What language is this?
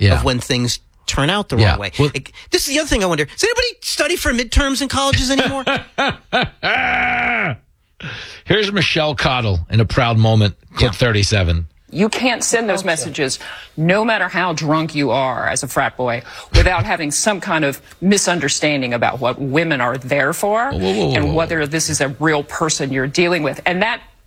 English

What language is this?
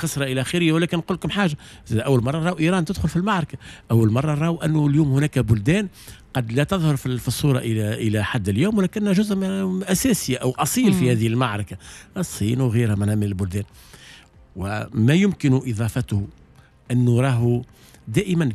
Tunisian Arabic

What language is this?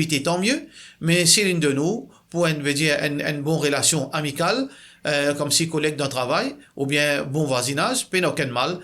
Morisyen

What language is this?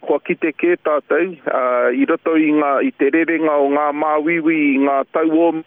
Māori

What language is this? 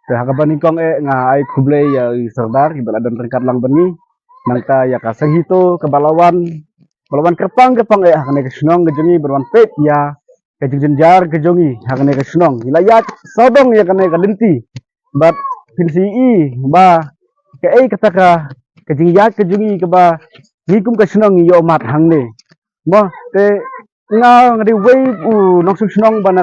Khasi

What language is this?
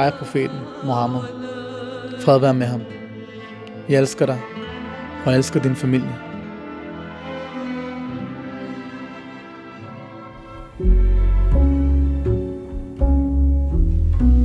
Danish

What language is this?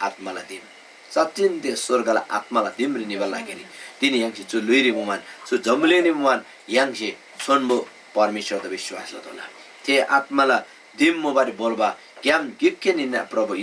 Eastern Tamang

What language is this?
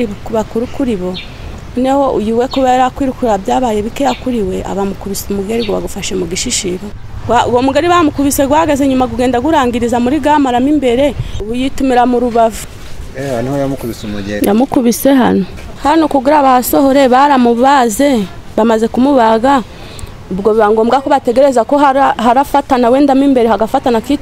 Kinyarwanda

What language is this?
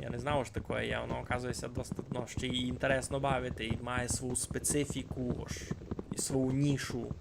Rusyn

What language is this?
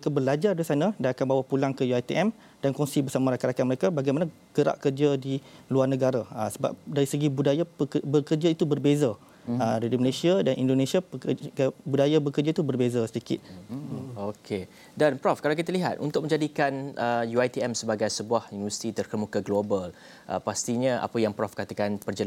Malay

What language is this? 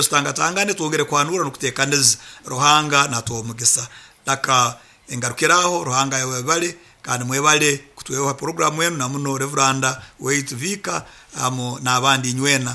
Nyoro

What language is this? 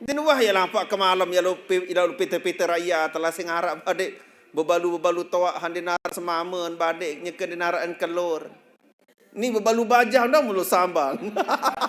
Sasak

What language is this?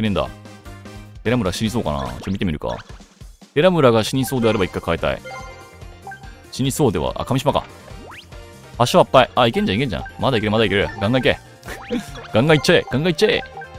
Japanese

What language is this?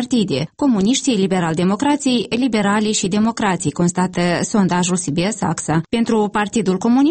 Romanian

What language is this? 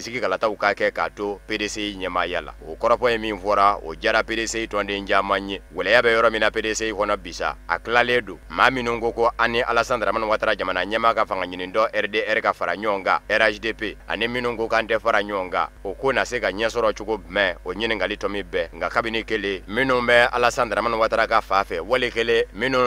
Bambara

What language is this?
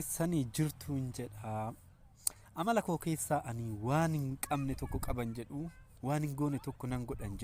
Oromo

